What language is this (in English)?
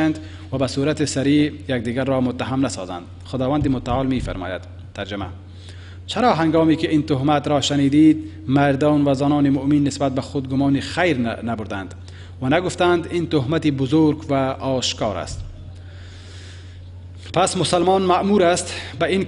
Persian